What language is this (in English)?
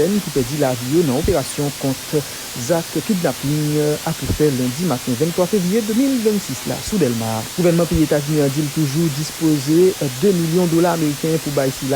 Haitian Creole